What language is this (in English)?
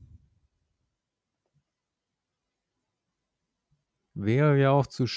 German